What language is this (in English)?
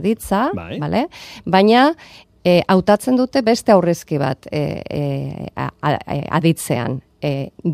Basque